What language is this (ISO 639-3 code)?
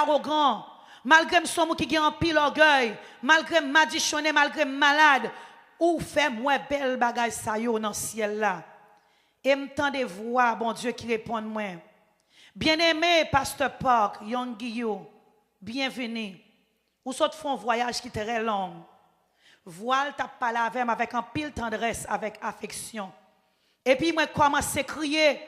hat